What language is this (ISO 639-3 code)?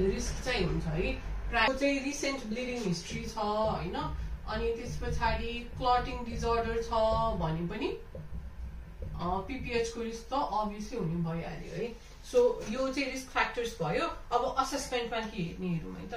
nep